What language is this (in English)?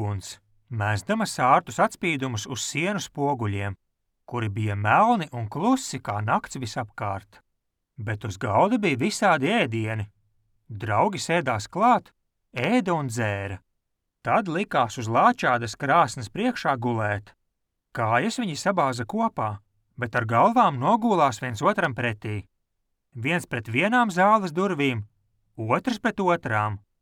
Latvian